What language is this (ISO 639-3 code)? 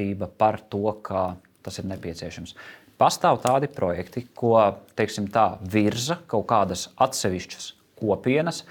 lav